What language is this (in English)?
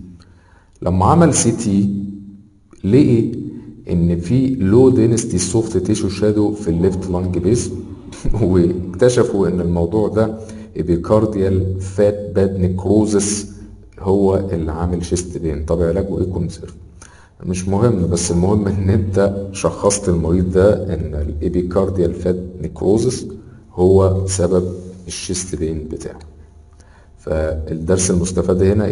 Egyptian Arabic